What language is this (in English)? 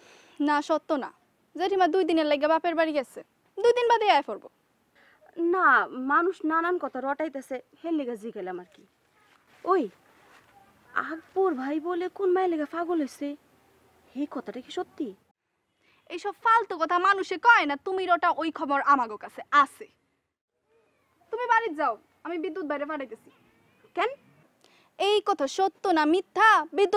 Bangla